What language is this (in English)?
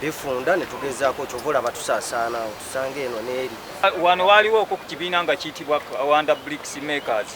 Ganda